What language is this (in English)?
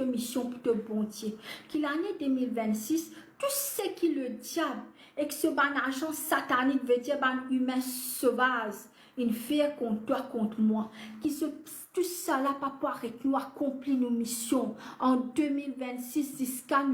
Morisyen